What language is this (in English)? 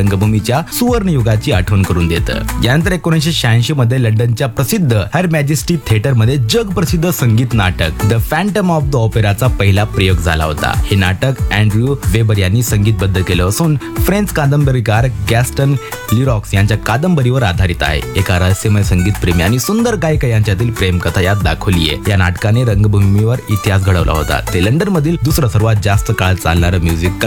Marathi